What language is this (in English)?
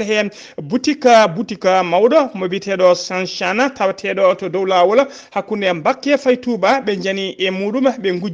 Fula